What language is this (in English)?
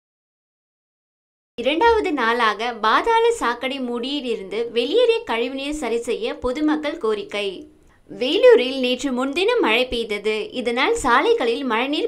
Tamil